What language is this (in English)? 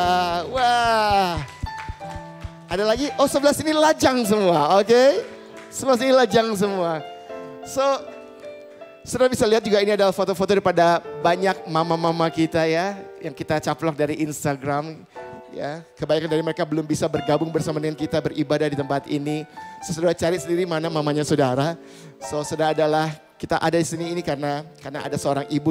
Indonesian